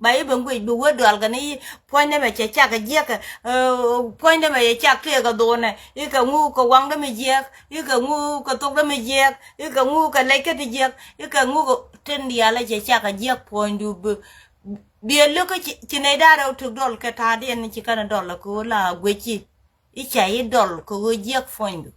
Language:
Nuer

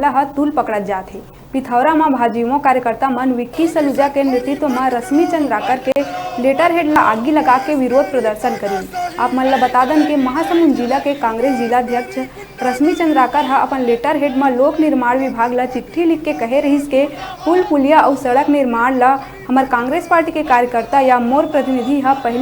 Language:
Chhattisgarhi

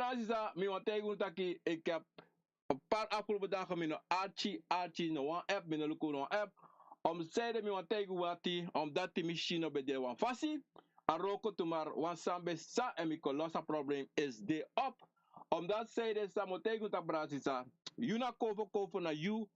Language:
Sranan Tongo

